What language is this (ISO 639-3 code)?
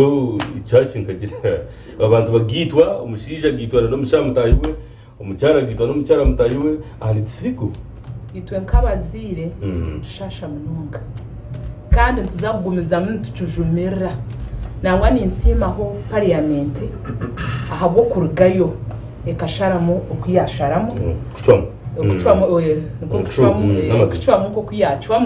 nyn